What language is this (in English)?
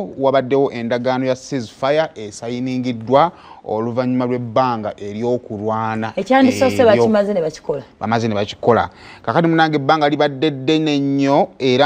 Ganda